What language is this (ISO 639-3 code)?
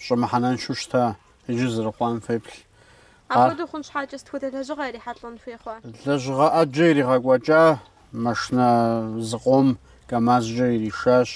kbd